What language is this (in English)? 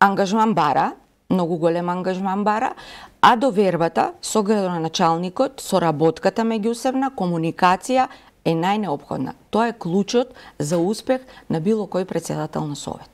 Macedonian